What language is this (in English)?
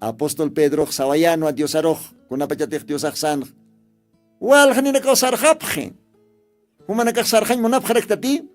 Aymara